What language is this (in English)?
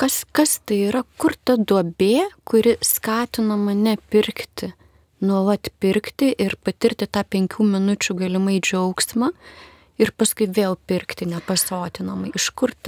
Lithuanian